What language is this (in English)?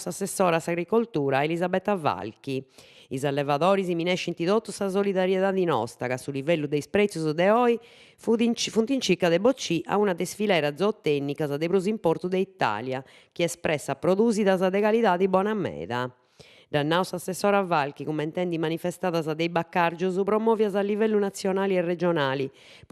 Sardinian